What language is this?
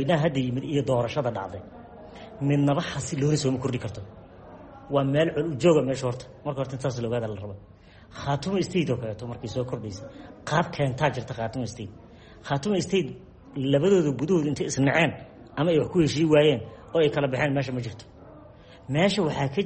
Somali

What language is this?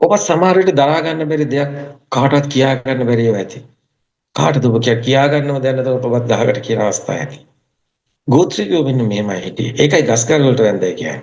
Sinhala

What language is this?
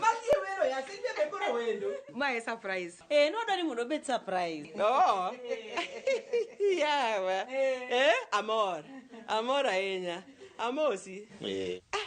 Luo (Kenya and Tanzania)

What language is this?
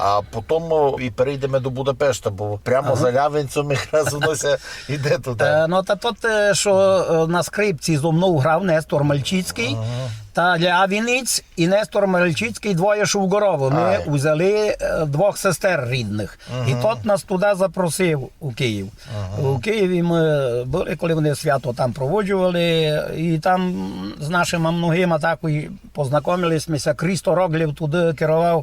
Rusyn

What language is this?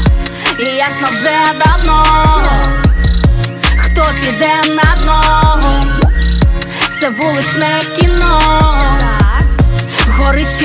Ukrainian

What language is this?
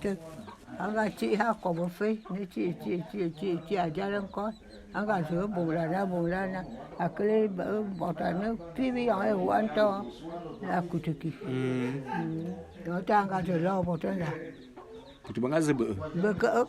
Bulu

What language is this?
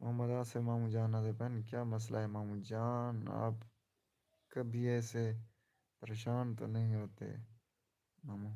Saraiki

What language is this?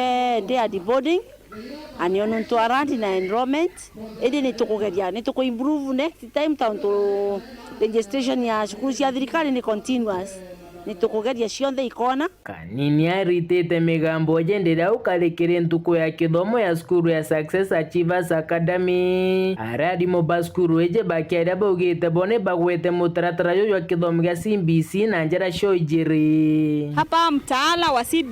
Meru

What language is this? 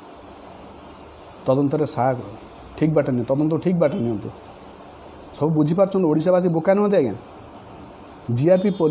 Odia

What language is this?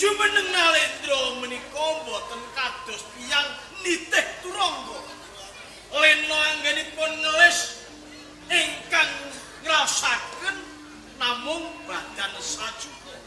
Javanese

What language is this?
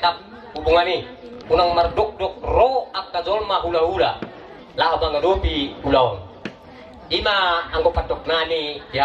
Batak Toba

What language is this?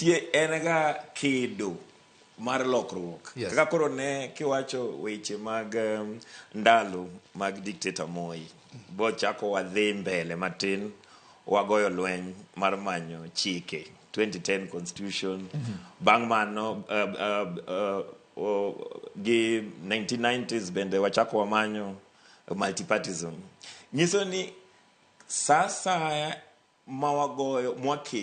Luo (Kenya and Tanzania)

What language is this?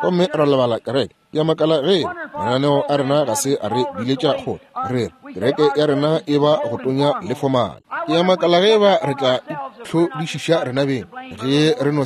Northern Sotho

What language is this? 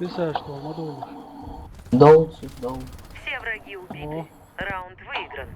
Chechen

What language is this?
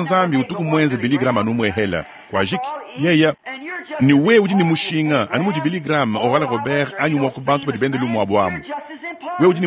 Luba-Lulua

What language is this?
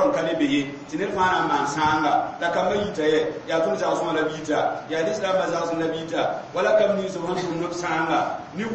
Mossi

